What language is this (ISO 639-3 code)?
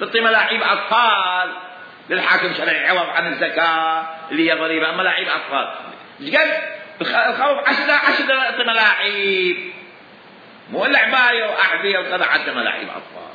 acm